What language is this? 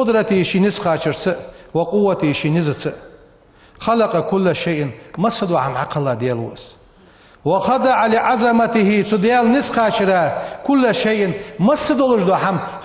Ingush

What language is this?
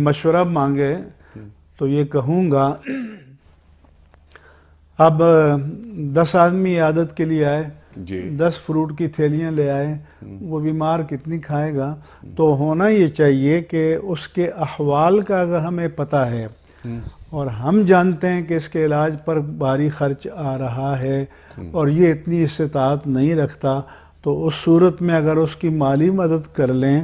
Urdu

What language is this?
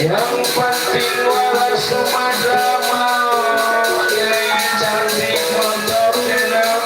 Betawi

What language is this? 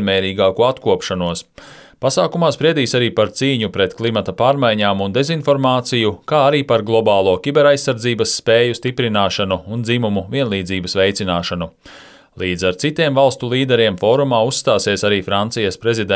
Latvian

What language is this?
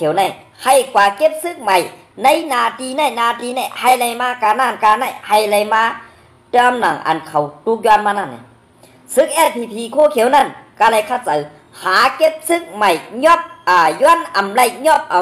Shan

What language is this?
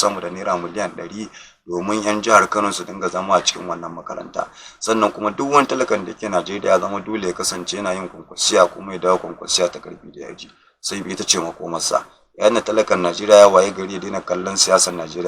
Hausa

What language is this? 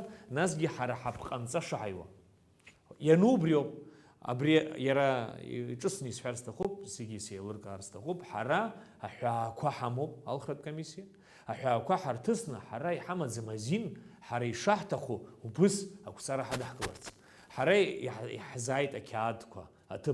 Abkhazian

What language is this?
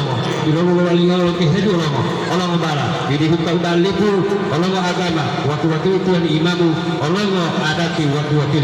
Gorontalo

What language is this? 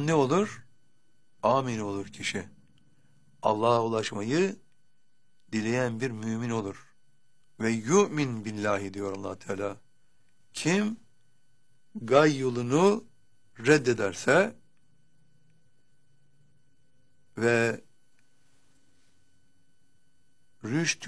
Turkish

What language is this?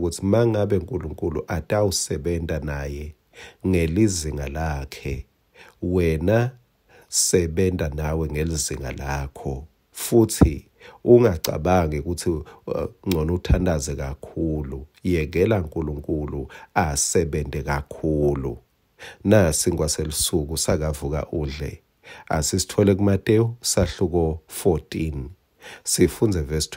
Swati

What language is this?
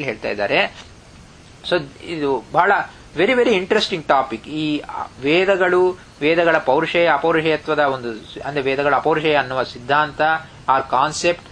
Kannada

